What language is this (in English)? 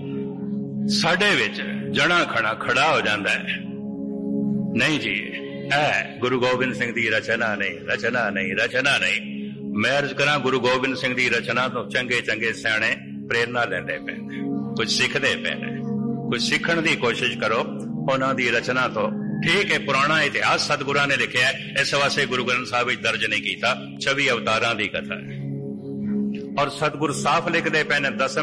Punjabi